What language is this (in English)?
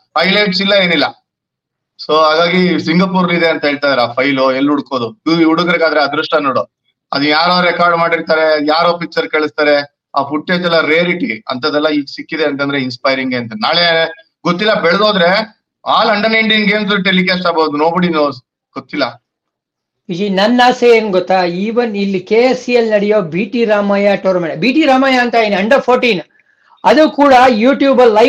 Kannada